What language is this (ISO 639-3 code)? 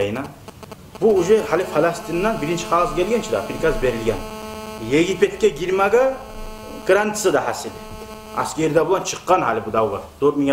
kum